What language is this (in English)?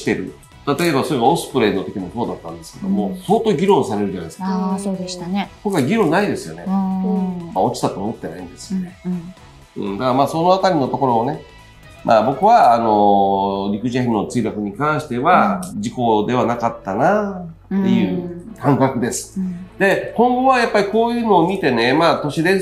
Japanese